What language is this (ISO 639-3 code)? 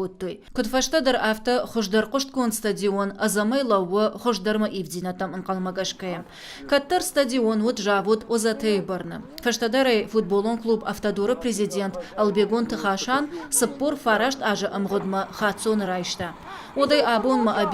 oss